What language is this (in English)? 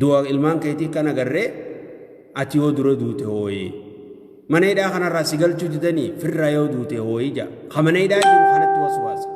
Oromo